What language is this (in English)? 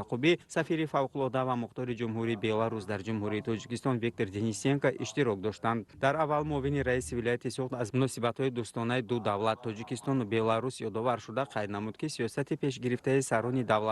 Tajik